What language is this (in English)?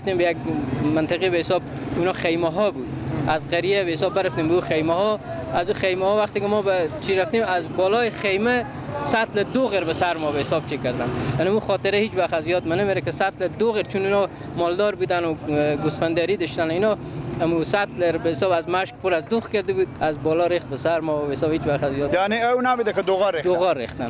Persian